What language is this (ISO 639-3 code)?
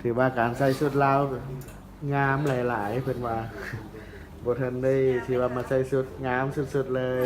lao